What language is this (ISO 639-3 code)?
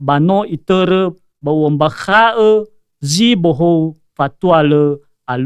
nia